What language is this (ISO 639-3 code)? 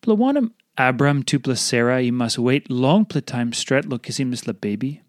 tpi